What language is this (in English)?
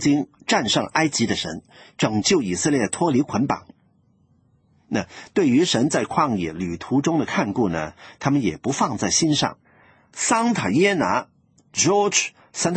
Chinese